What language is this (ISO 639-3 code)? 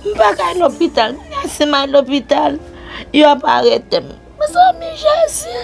hat